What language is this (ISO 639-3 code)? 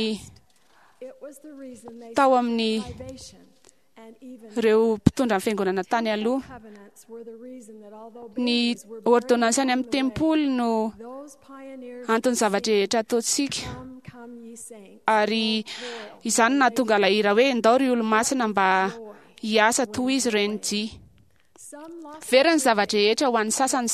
mlg